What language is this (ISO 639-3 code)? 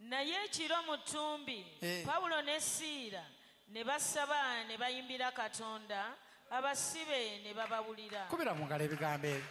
lug